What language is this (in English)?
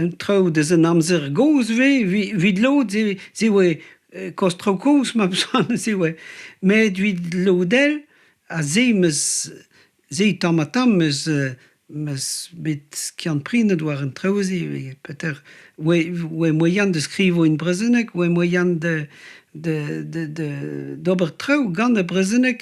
Breton